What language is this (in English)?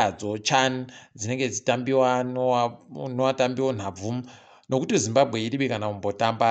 Ndau